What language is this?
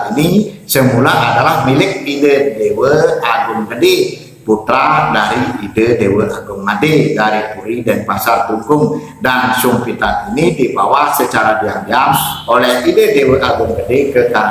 Indonesian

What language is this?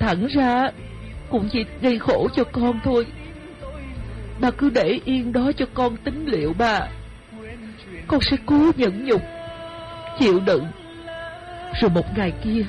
Vietnamese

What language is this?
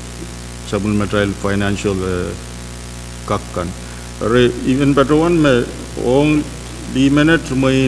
Pohnpeian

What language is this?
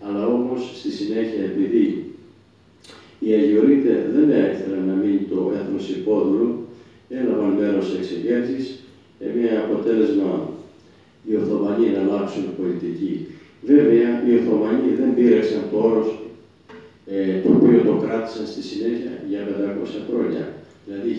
Greek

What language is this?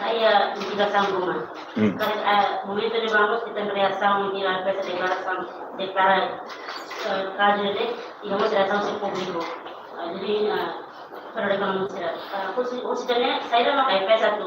Tetum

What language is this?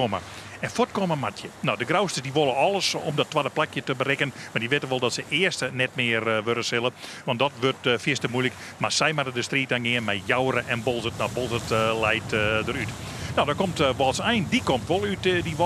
Western Frisian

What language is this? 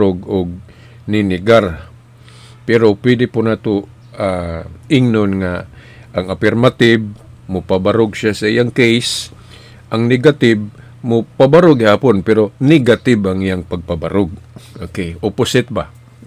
Cebuano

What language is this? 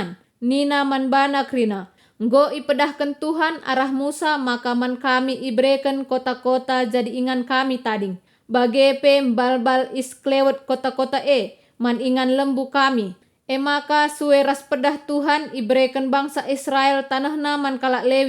Batak Karo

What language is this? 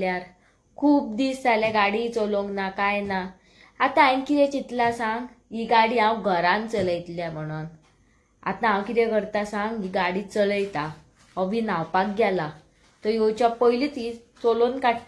Konkani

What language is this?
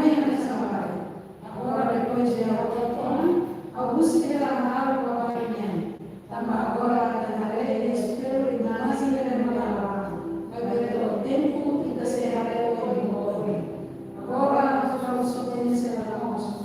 Tetum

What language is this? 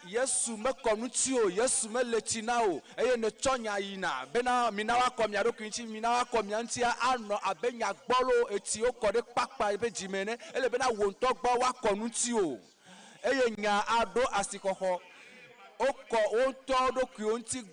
Ewe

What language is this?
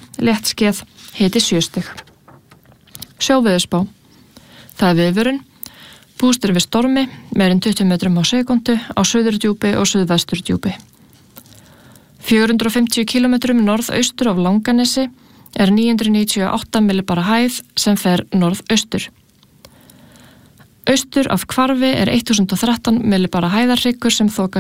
Icelandic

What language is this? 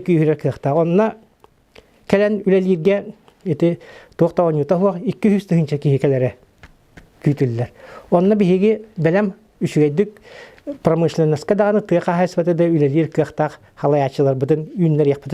Yakut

